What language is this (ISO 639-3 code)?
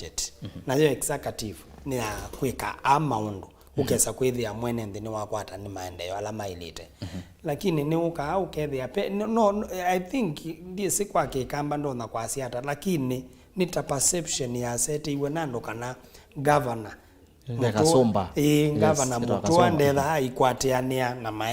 kam